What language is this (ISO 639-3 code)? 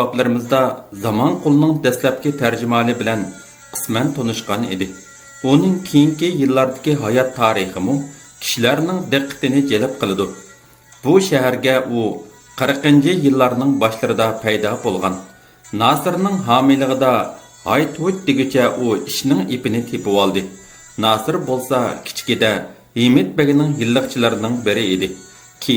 uig